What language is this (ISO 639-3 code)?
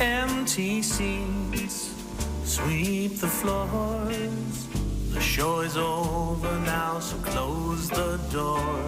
fao